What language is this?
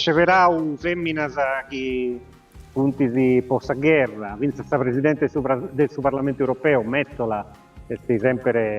Sardinian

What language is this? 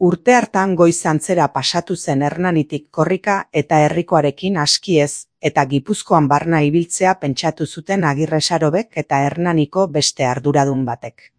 Basque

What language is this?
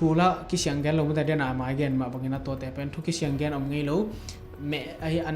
Tedim Chin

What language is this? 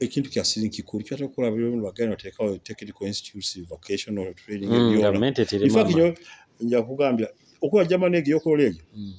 Nyoro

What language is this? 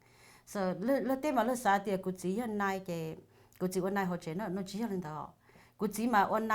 Hmong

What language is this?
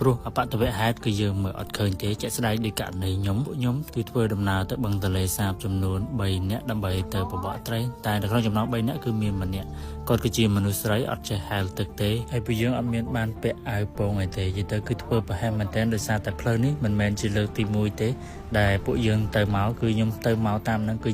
Khmer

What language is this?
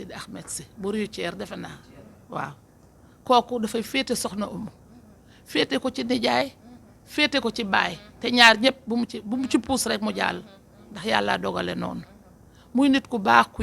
Wolof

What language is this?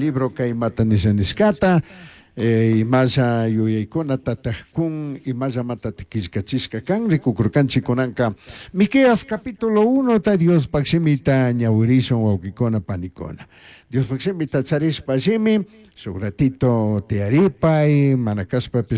Chimborazo Highland Quichua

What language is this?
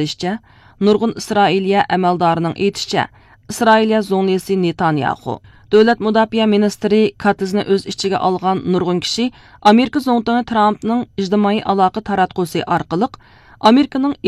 Uyghur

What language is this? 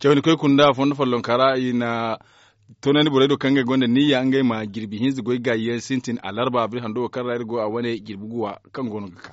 Zarma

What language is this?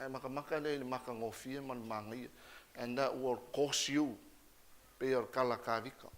Samoan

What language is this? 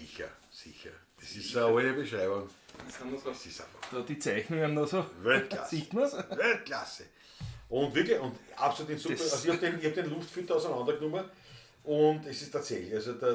Bavarian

